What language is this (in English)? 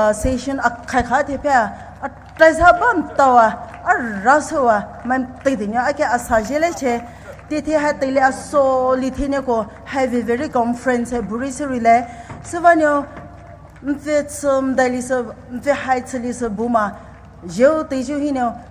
Poumei Naga